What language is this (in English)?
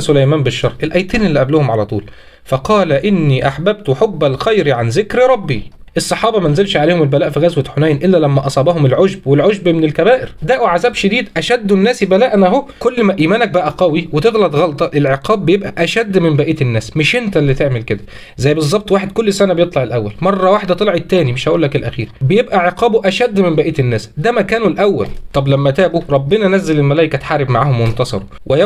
Egyptian Arabic